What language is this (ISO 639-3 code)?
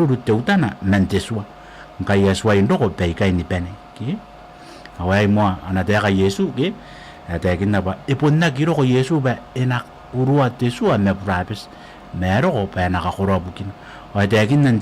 gil